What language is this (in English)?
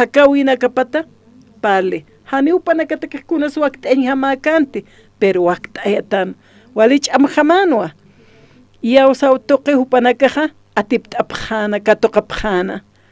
Aymara